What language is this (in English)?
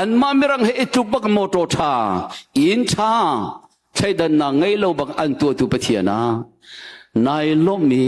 Hakha Chin